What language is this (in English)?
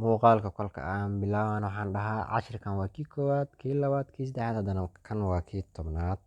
Somali